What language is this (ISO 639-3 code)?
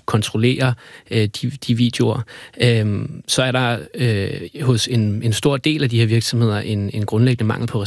dan